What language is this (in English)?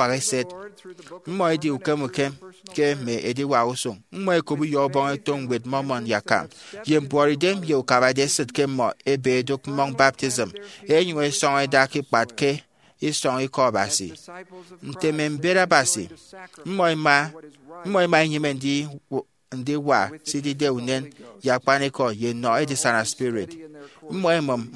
Efik